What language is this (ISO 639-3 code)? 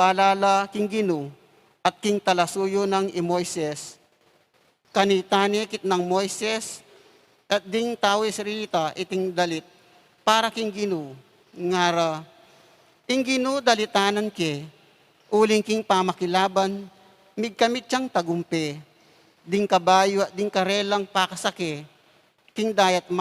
pam